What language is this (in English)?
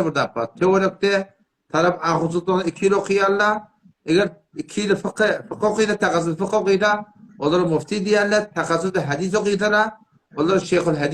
Turkmen